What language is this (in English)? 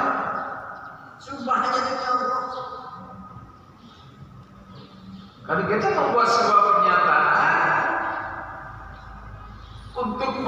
Indonesian